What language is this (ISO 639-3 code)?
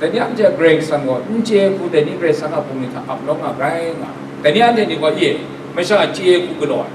kac